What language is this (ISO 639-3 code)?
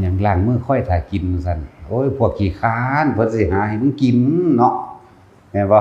tts